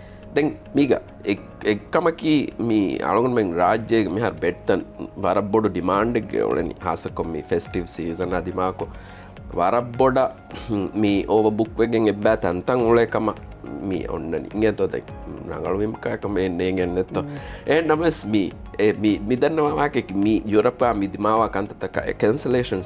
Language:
Divehi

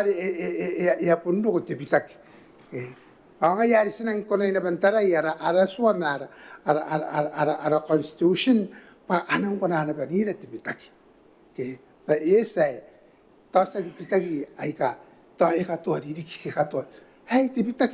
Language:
Gilbertese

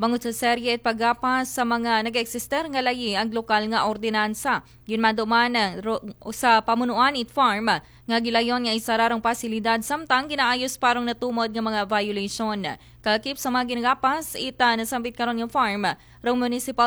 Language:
Aklanon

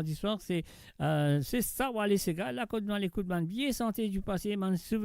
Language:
Morisyen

